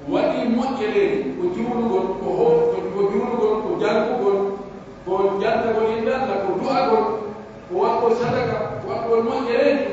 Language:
Pular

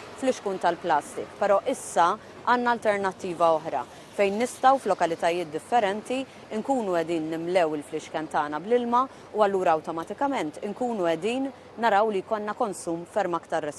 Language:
Maltese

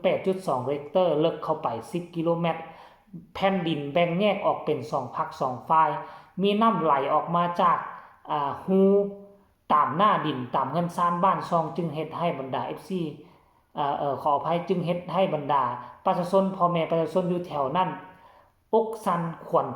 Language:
Northeastern Thai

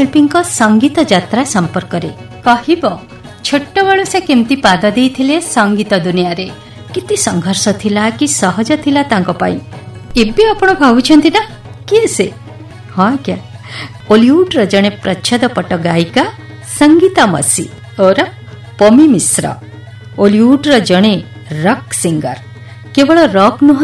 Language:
Odia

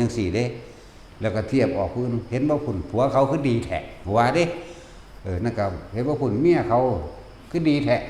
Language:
Northeastern Thai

